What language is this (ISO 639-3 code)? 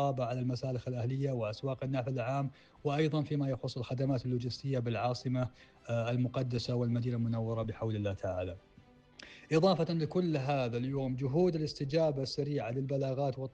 ara